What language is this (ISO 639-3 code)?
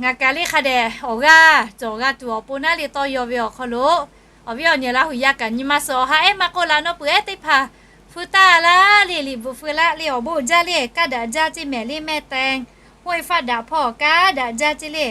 lhu